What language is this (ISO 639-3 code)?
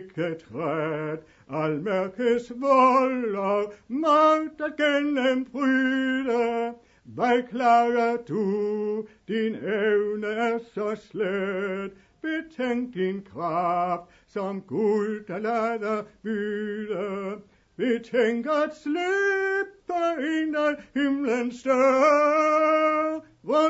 dan